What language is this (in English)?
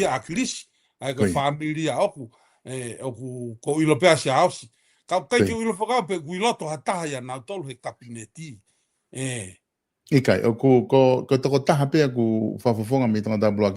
Tongan